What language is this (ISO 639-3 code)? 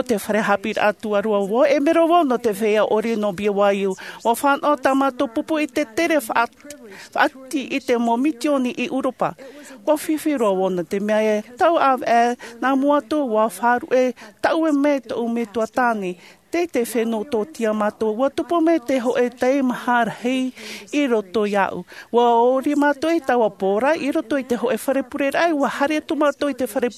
tah